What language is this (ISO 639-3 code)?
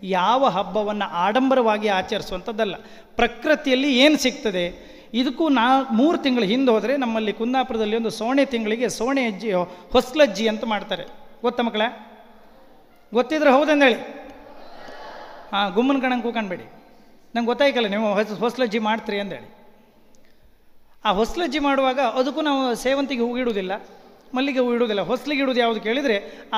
kan